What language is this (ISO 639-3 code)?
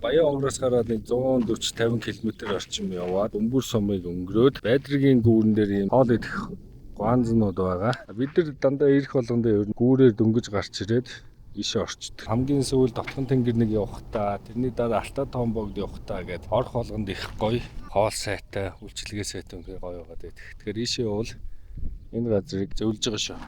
mon